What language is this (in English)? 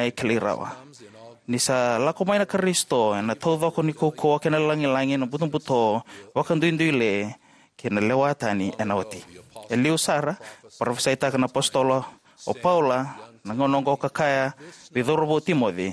Fijian